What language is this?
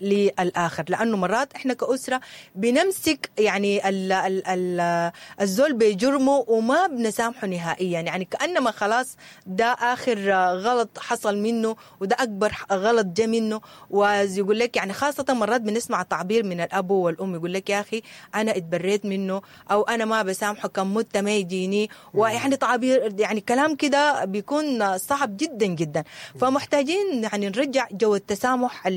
Sudanese Arabic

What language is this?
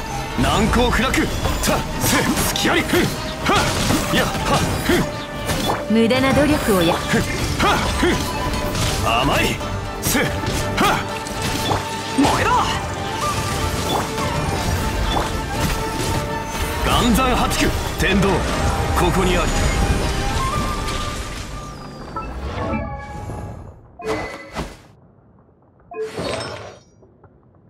Japanese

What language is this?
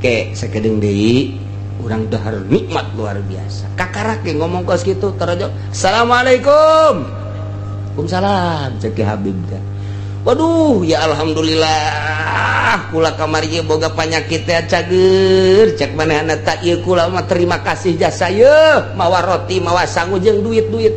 Sundanese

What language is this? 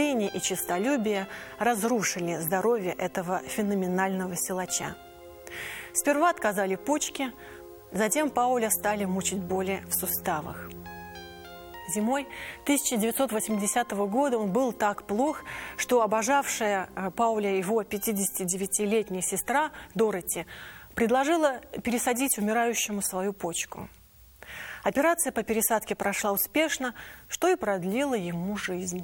Russian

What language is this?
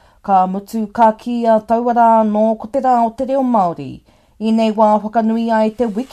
Māori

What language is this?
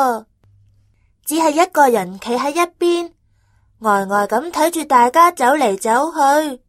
Cantonese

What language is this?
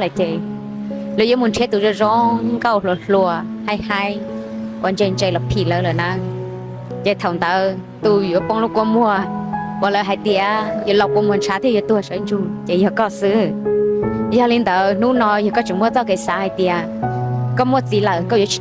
Hmong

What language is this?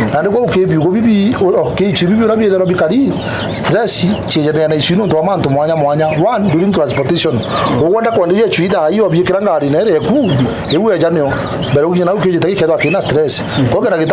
Meru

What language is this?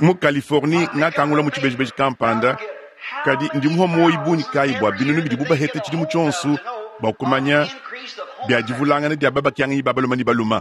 Luba-Lulua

